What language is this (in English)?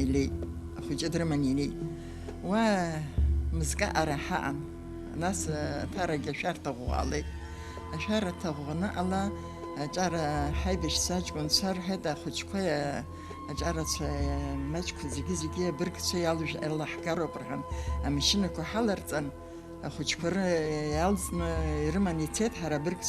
Abkhazian